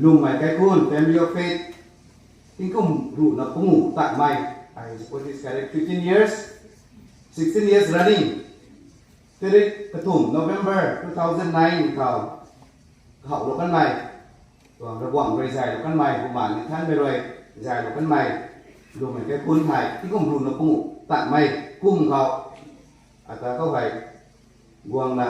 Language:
Rongmei Naga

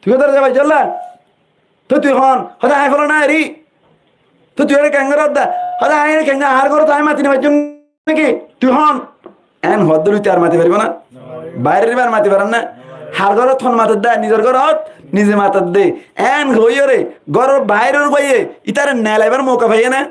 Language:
Rohingya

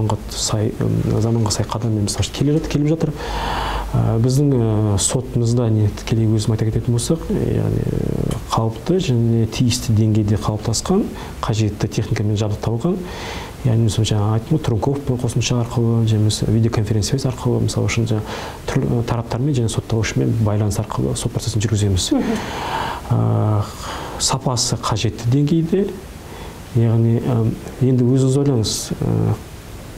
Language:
Kazakh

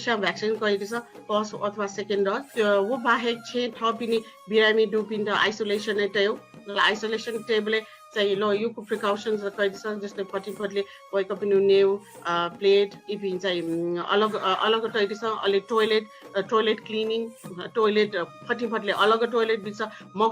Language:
Newari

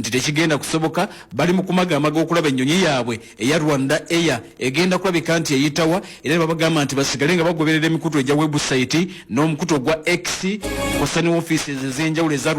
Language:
Ganda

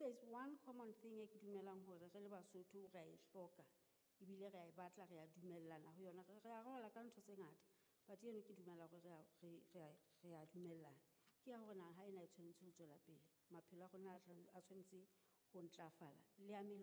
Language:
Southern Sotho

